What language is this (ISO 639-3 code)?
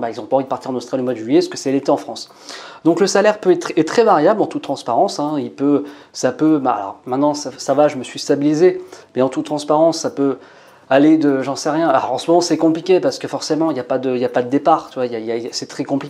fra